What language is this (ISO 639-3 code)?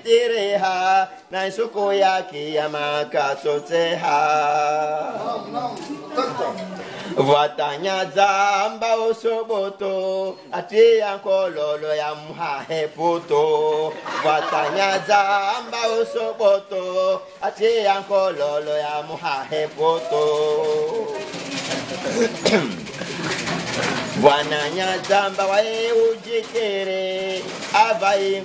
swa